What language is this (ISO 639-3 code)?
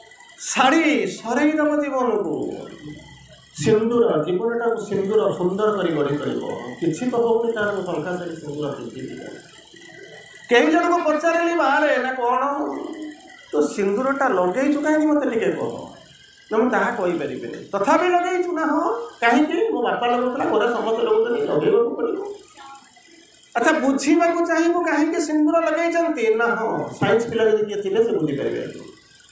ori